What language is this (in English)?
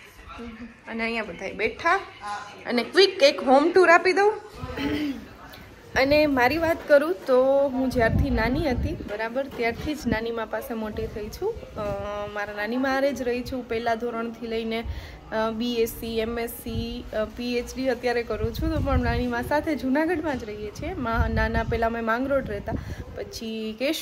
Gujarati